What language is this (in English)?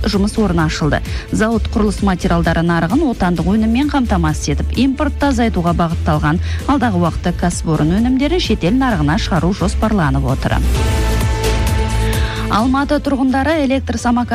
Kazakh